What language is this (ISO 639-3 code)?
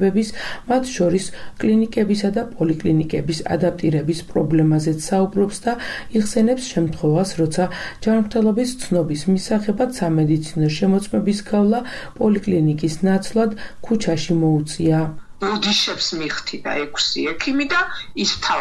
kat